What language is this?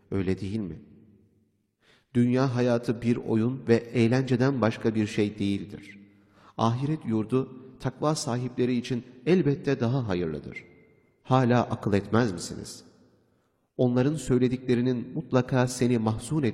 Turkish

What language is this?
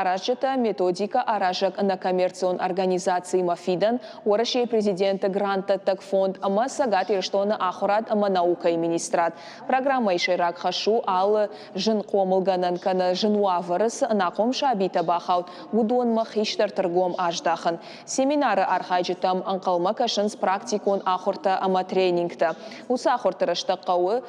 Ossetic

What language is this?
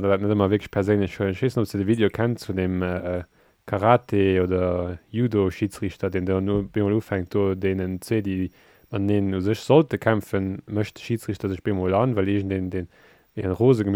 Luxembourgish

